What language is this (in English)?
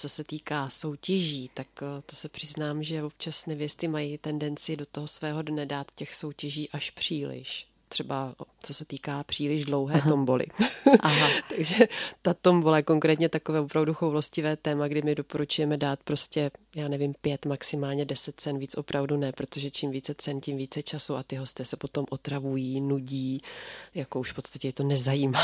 Czech